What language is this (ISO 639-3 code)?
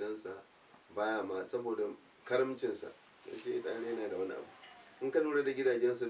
hau